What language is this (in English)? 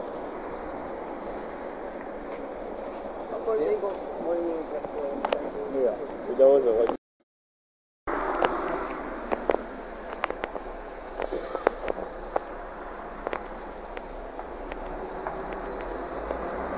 Hungarian